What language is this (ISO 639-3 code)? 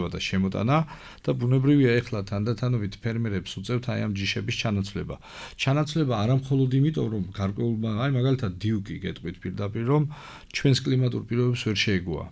kat